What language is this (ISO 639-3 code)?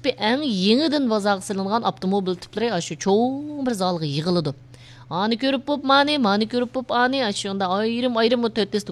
uig